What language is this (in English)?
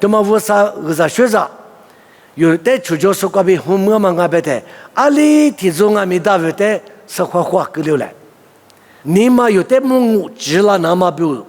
Lisu